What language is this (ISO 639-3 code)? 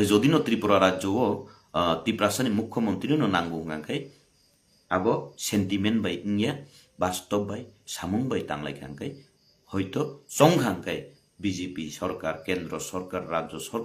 trp